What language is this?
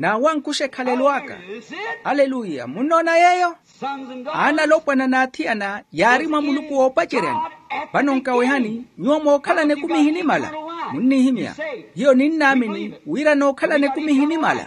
Makhuwa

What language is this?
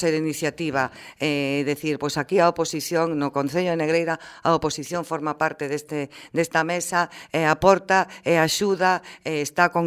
Galician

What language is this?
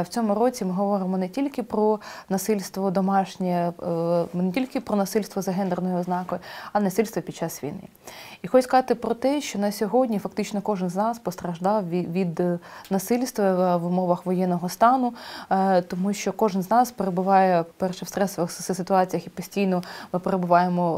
Ukrainian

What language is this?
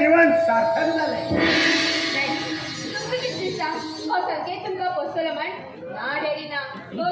Konkani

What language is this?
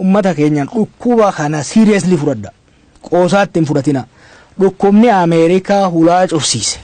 Oromo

